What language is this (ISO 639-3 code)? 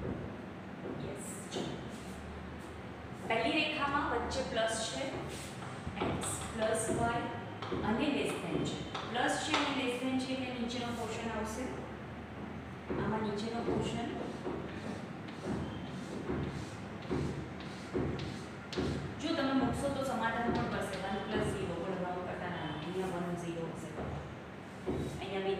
guj